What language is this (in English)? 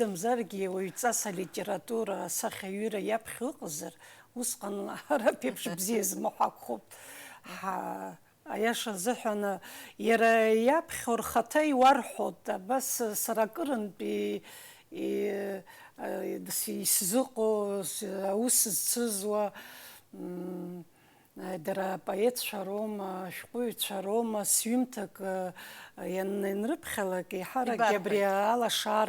Abkhazian